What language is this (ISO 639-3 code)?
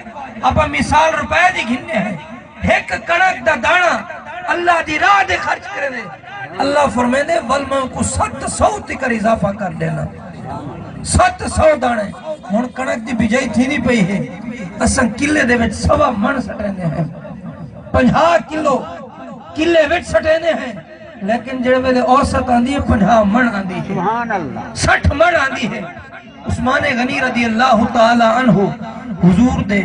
skr